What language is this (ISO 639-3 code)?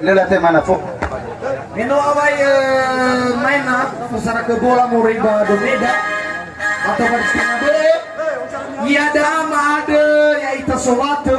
nia